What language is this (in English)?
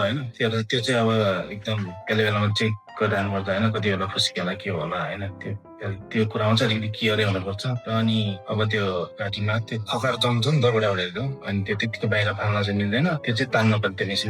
Nepali